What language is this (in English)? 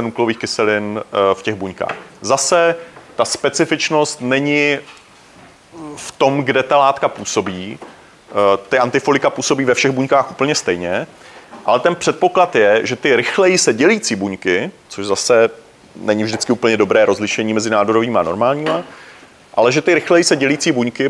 Czech